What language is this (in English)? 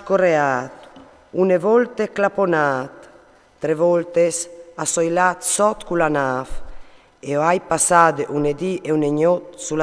Friulian